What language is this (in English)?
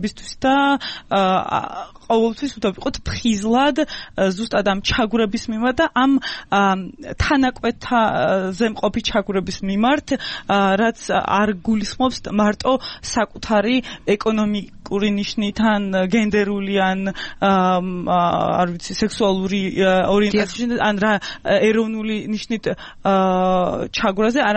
Georgian